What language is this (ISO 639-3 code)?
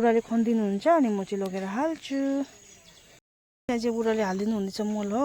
nep